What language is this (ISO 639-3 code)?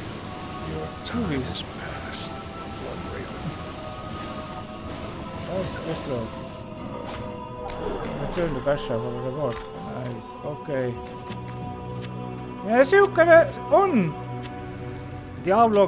est